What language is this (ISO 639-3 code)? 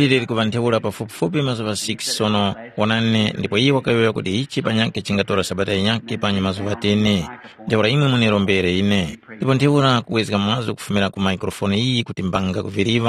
tum